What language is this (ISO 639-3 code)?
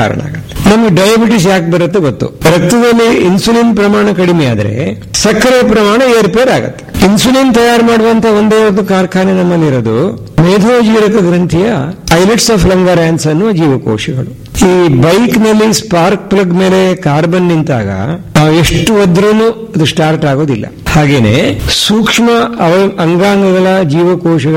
kan